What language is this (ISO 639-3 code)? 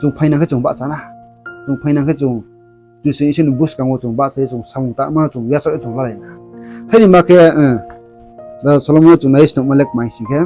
ria